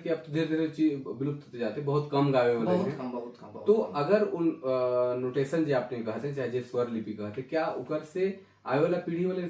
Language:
Sadri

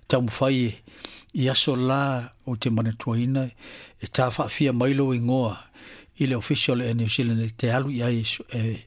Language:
Samoan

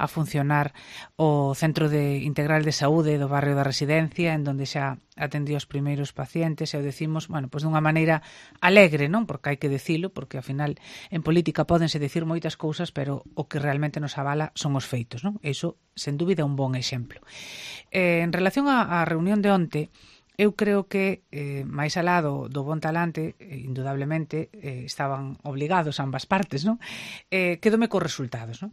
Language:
Galician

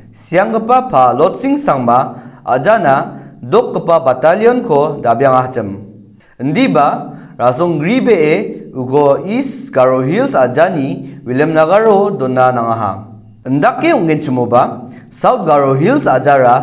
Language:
Garo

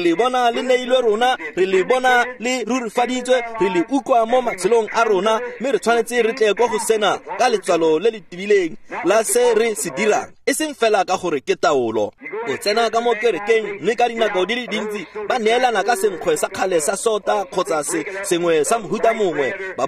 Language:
Tswana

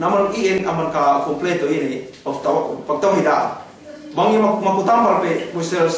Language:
Yakan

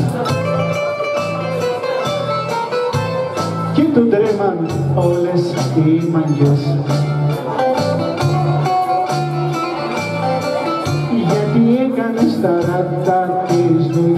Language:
Greek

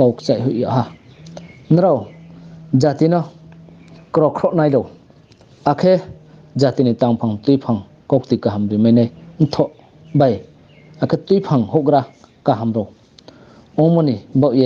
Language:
Riang (India)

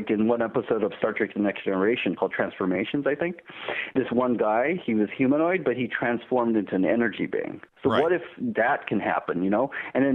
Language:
English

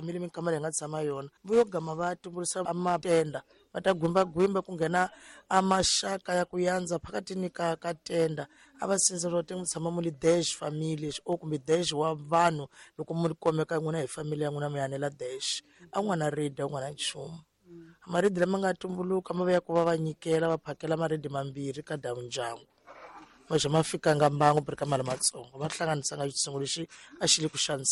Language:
Tsonga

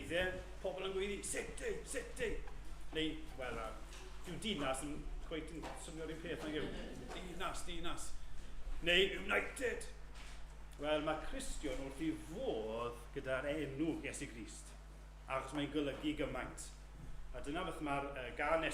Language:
Welsh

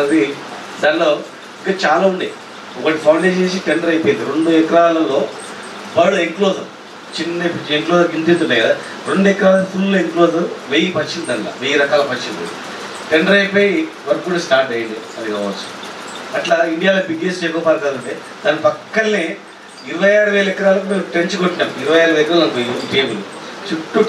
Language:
Telugu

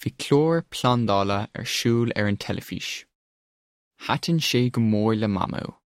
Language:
Irish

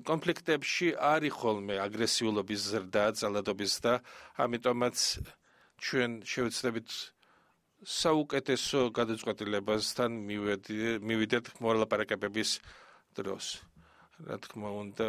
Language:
Georgian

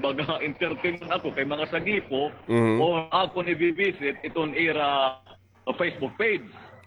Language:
Waray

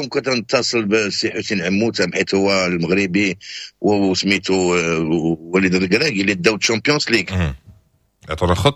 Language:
Moroccan Arabic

